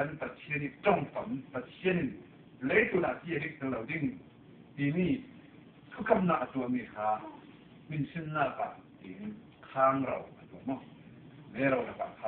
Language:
Hakha Chin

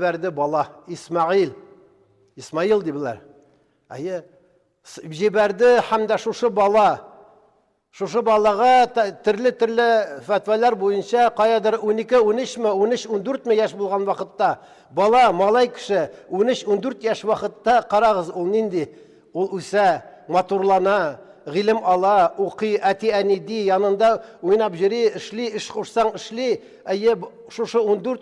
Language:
Tatar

